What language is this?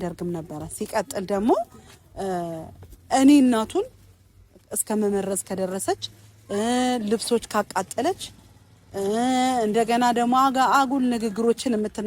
Amharic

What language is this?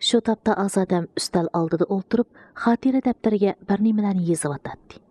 Uyghur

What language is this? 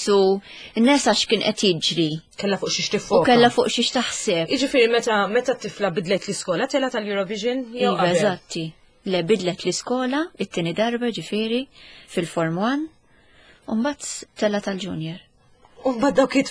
Maltese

